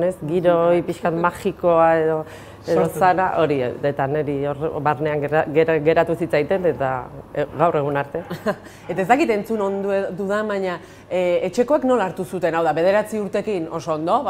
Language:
Basque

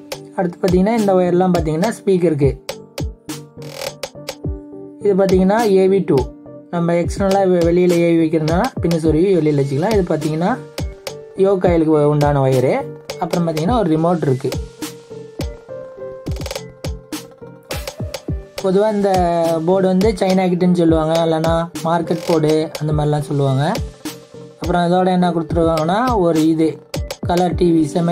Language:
Tamil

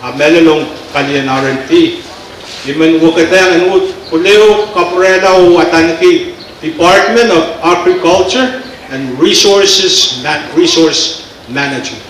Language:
Pohnpeian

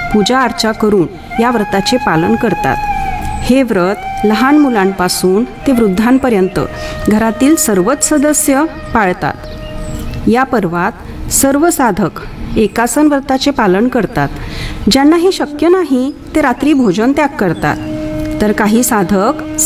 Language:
Marathi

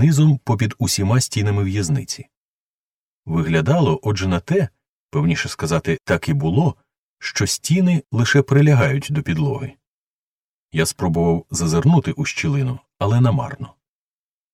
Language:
Ukrainian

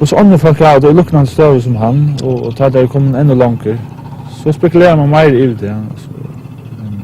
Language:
Faroese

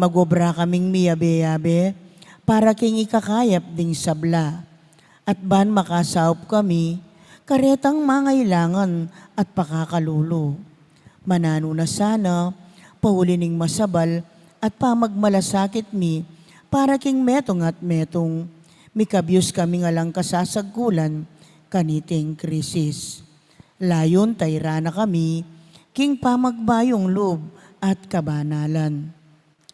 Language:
Pampanga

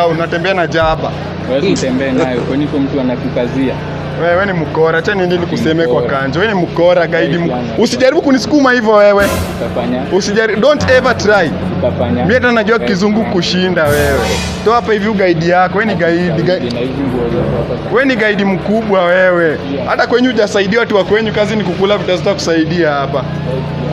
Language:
Swahili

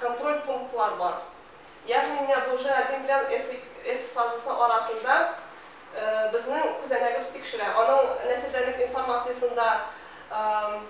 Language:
Tatar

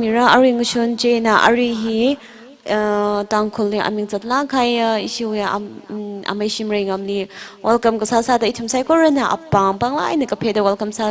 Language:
Tangkhul Naga (India)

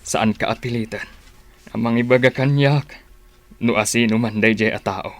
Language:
Iloko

